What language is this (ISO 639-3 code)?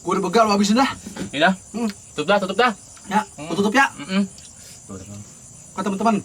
bew